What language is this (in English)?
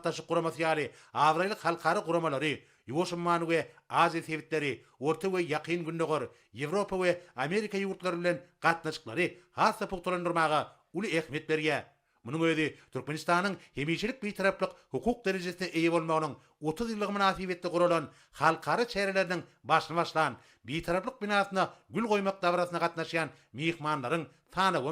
Turkmen